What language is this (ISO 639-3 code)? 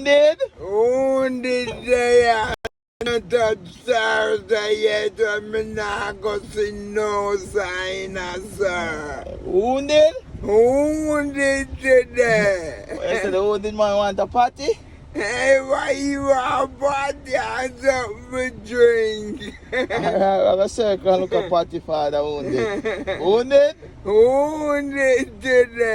jam